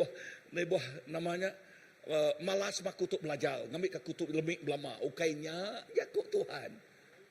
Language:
Iban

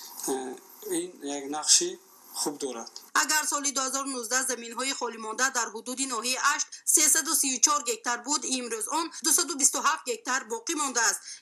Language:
Tajik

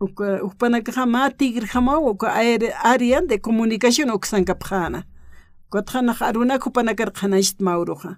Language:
Aymara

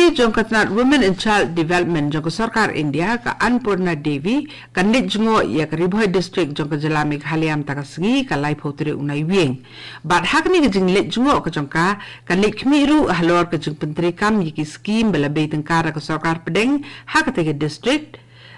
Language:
Khasi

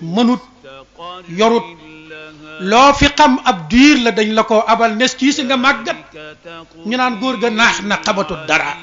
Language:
Wolof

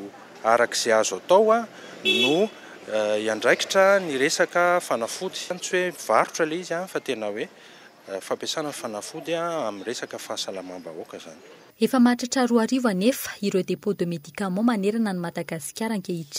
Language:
Malagasy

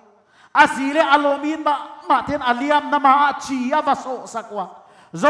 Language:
Paite Chin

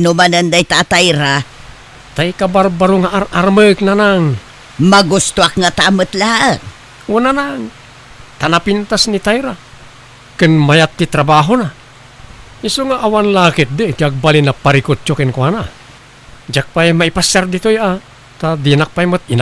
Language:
Iloko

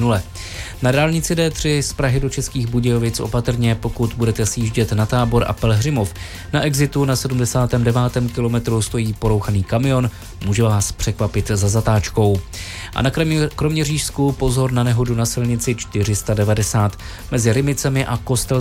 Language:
Czech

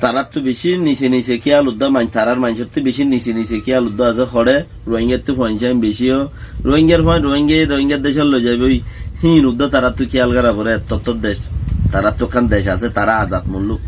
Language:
Rohingya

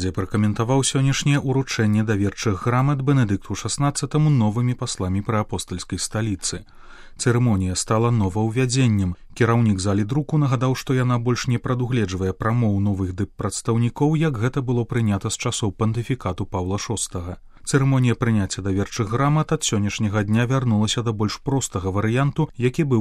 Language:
Belarusian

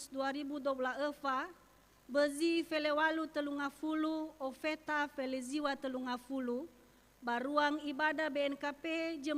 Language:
Nias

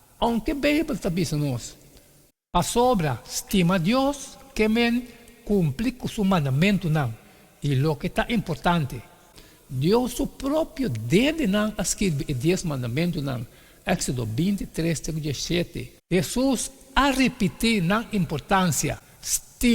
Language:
Papiamento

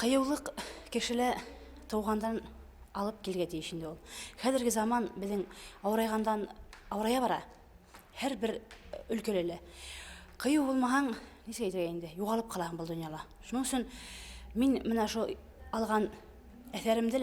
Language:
Bashkir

